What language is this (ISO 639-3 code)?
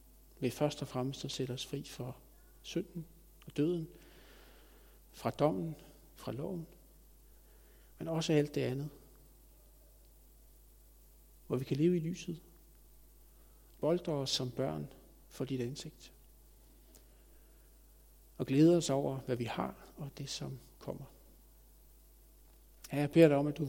dan